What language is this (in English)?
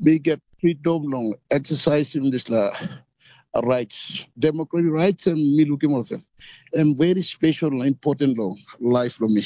Tok Pisin